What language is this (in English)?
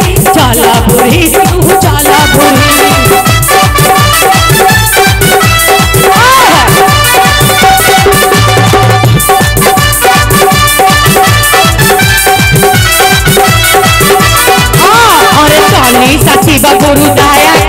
Bhojpuri